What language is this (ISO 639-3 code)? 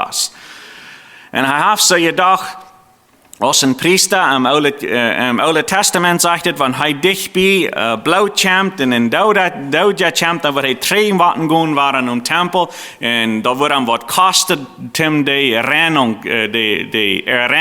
pdt